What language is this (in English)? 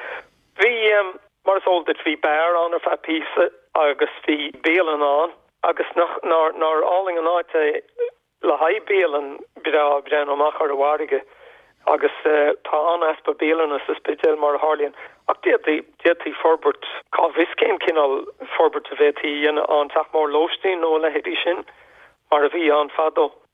Irish